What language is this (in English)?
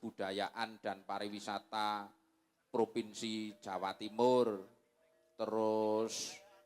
Javanese